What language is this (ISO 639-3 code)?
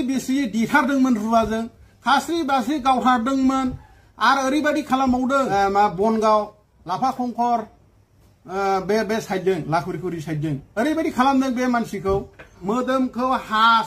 brx